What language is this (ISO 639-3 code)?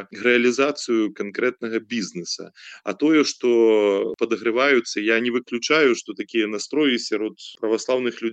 bel